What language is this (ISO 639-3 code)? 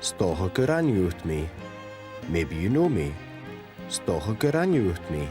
gla